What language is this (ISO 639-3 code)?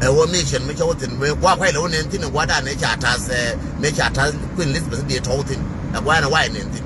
nus